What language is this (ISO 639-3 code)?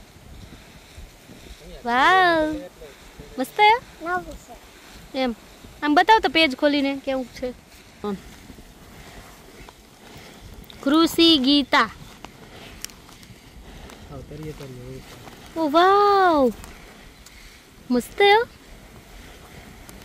guj